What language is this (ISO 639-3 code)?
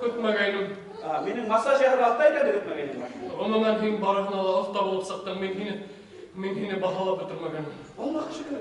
bak